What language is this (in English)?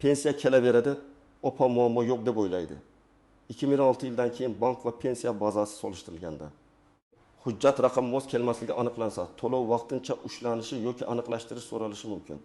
Uzbek